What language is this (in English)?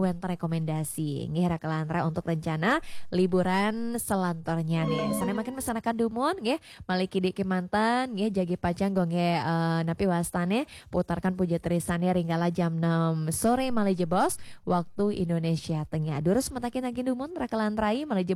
Balinese